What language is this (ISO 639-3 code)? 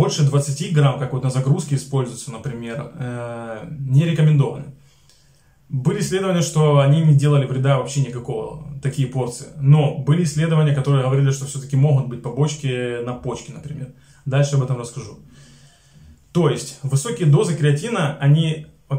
rus